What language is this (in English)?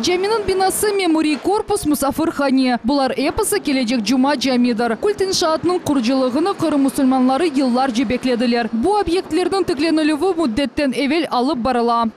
Crimean Tatar